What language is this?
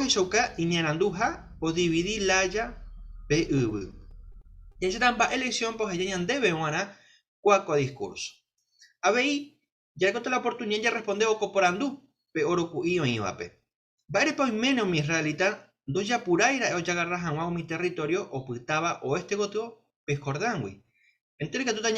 Guarani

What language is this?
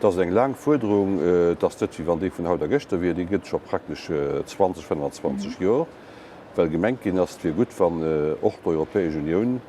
Luxembourgish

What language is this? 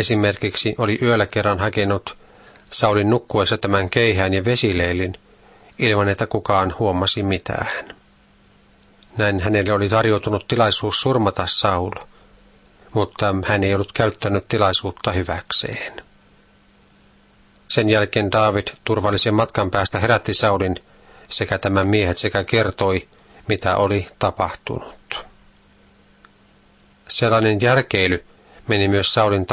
Finnish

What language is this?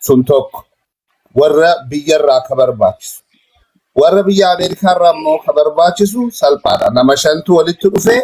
Oromo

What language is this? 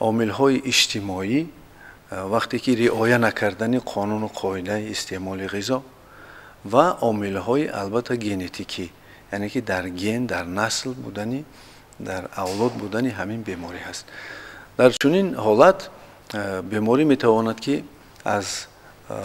Tajik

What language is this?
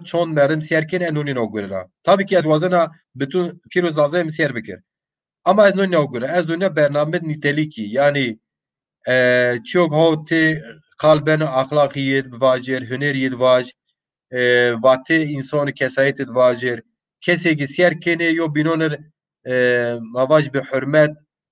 Zaza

